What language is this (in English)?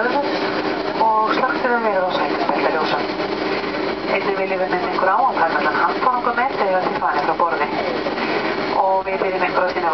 Icelandic